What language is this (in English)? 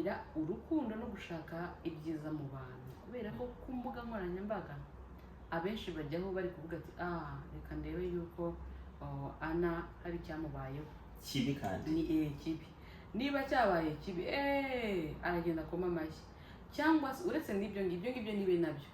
Kinyarwanda